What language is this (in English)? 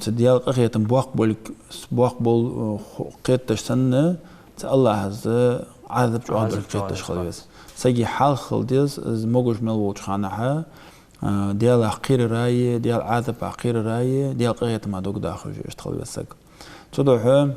Ingush